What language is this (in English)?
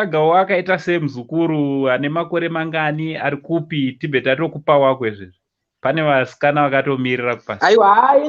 Shona